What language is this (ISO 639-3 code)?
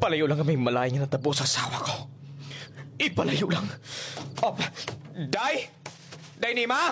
hil